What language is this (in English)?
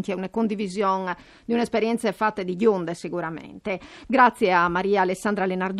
Friulian